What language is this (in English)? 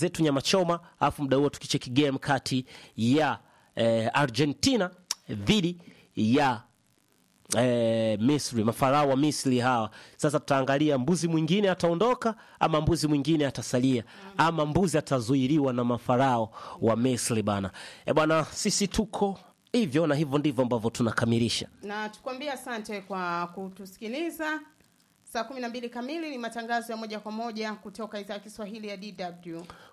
Swahili